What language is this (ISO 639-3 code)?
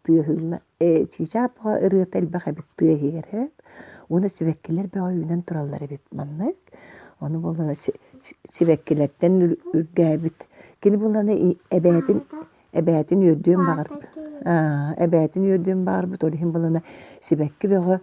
sah